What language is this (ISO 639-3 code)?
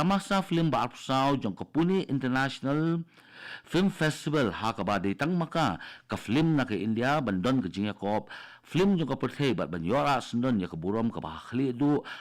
kha